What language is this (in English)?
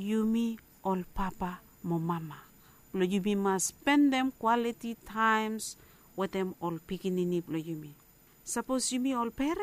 Bislama